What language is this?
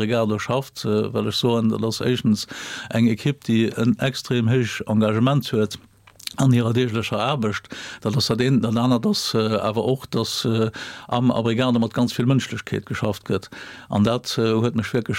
Luxembourgish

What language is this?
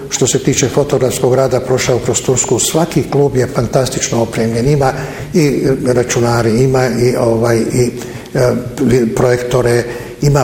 Bosnian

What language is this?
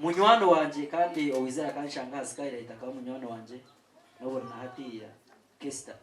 Nyankole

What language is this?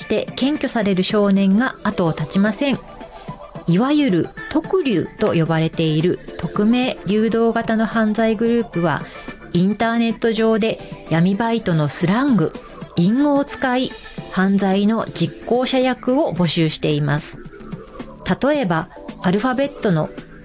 Japanese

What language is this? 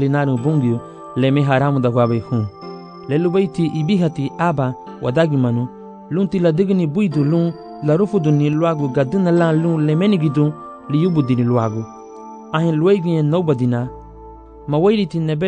Garifuna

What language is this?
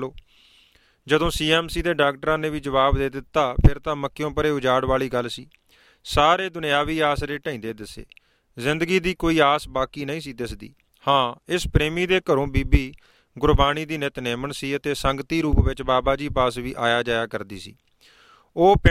Punjabi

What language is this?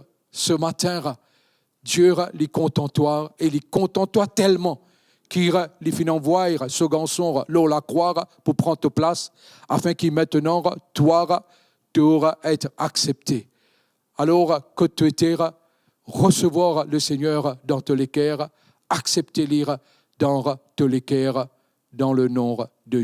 Morisyen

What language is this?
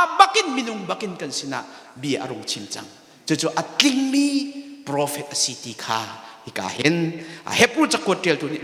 Hakha Chin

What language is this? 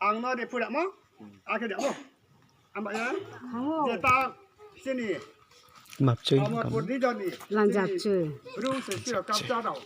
Kok Borok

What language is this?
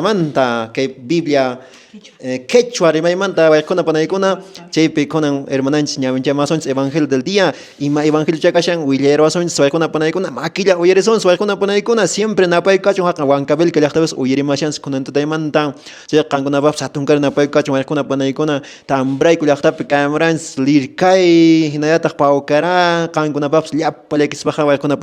Quechua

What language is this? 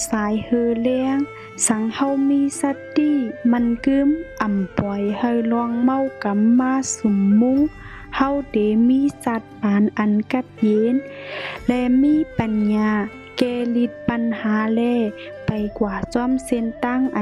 Shan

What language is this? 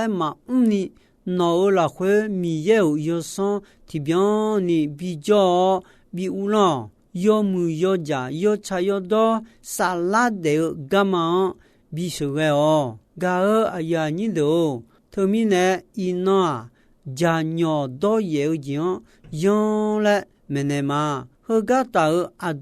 Akha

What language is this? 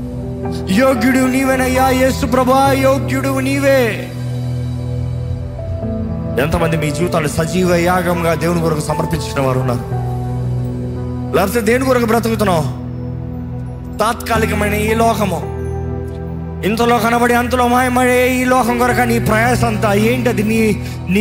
Telugu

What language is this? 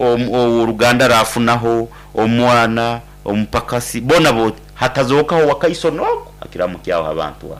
Nyankole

